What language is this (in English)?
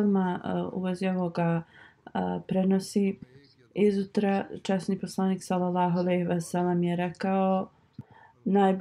Bosnian